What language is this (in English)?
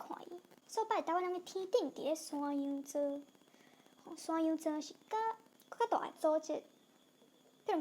Min Nan Chinese